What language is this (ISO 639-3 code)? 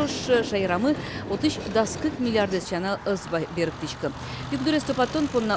udm